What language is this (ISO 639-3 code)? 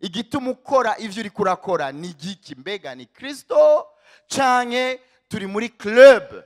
run